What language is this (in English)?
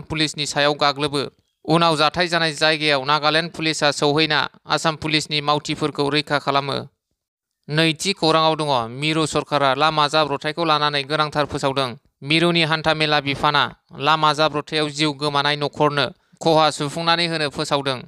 Bodo